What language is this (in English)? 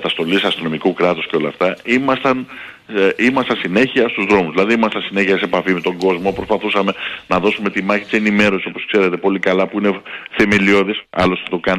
Greek